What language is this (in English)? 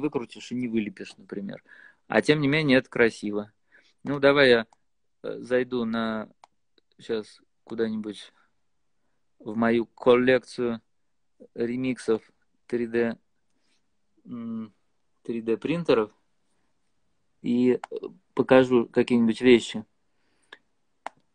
Russian